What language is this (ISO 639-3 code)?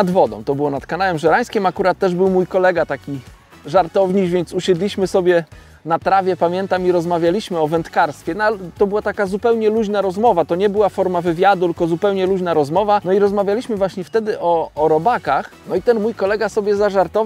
pol